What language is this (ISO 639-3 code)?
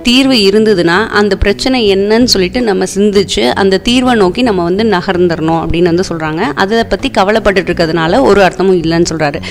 tam